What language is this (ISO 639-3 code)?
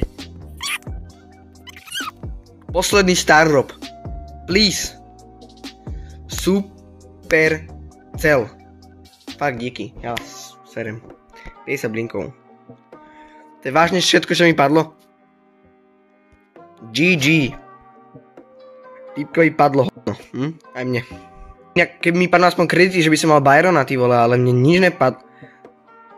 slk